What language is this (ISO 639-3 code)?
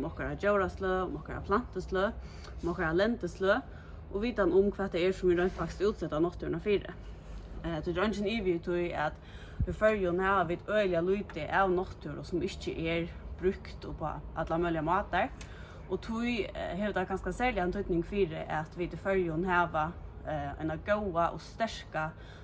fao